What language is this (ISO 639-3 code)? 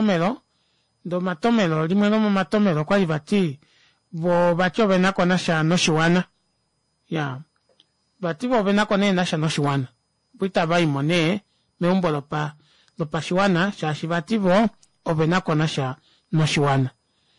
kua